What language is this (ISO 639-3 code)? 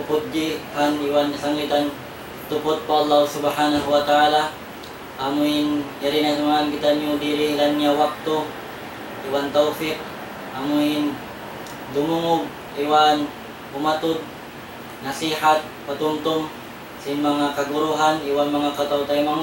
tsg